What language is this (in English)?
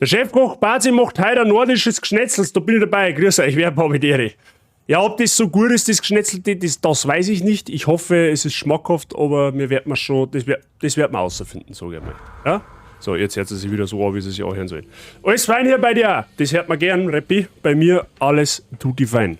Bavarian